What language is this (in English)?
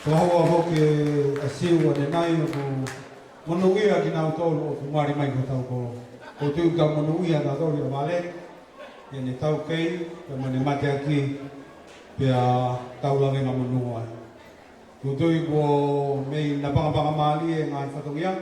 Tongan